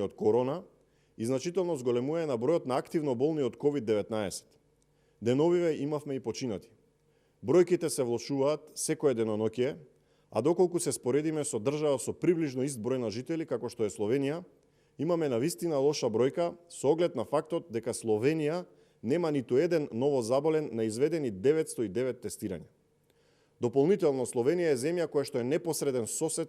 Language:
Macedonian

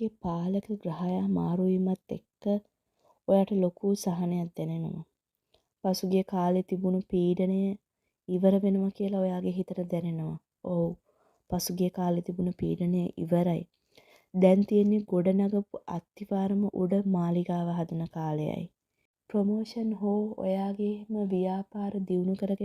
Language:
Sinhala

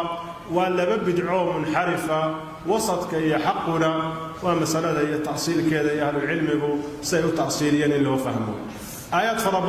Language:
Somali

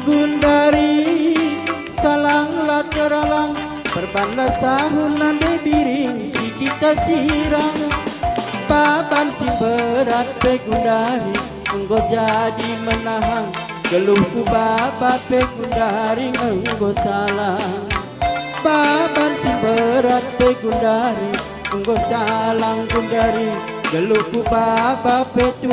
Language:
Batak Karo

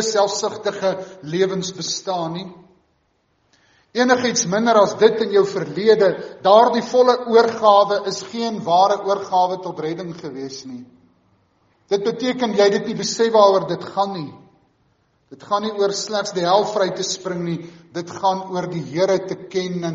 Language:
Afrikaans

